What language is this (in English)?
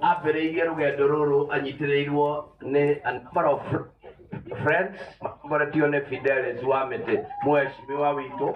Kikuyu